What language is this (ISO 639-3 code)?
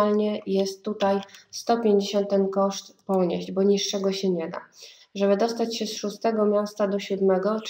pol